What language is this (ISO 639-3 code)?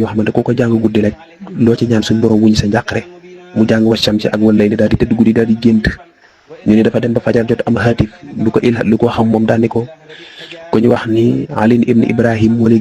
wol